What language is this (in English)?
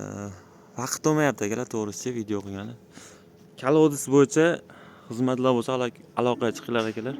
Uzbek